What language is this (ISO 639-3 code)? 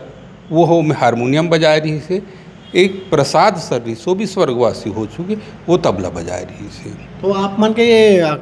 hne